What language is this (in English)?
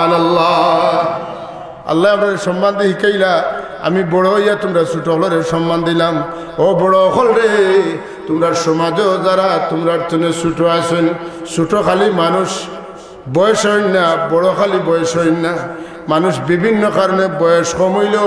Sylheti